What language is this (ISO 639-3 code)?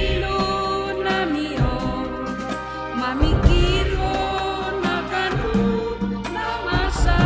bts